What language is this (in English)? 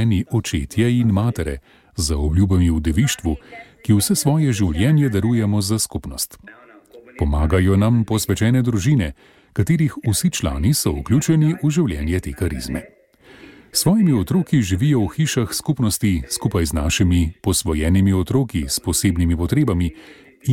Slovenian